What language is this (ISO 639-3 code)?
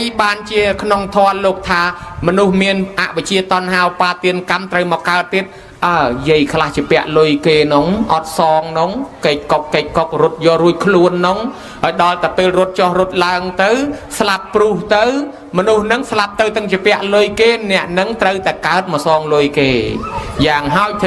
khm